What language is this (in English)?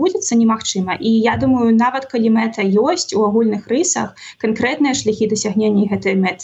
Belarusian